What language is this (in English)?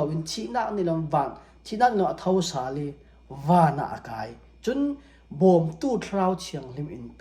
Falam Chin